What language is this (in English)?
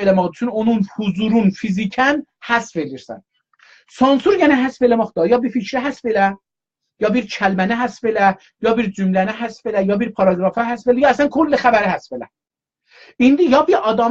South Azerbaijani